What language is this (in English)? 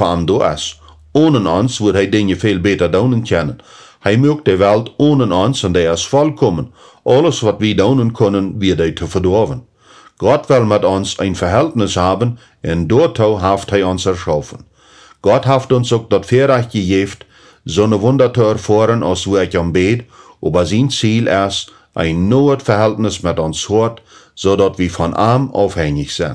Plautdietsch